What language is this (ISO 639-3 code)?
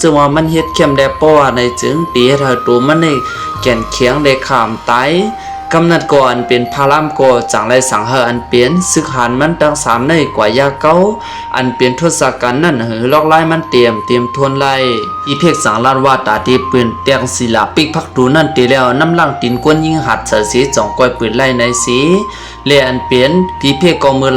shn